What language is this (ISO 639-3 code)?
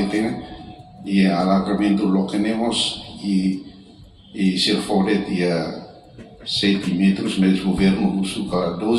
tet